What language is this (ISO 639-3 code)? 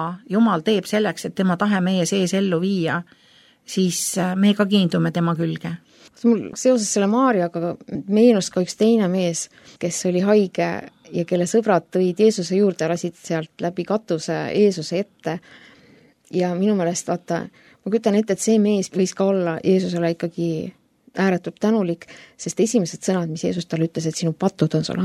est